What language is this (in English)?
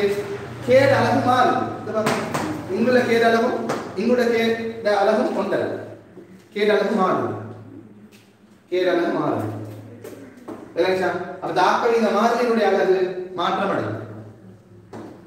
Tamil